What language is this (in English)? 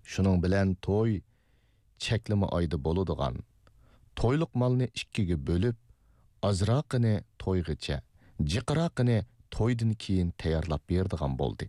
Uyghur